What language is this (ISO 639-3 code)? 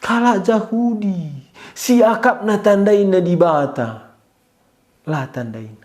btx